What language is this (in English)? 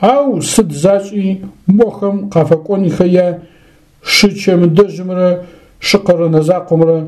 Adyghe